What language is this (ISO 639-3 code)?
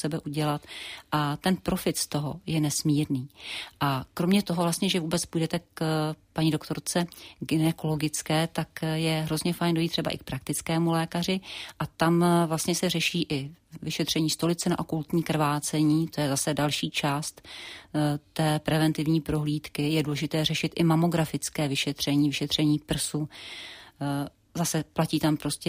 ces